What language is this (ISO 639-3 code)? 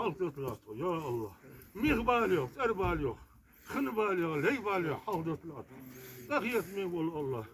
inh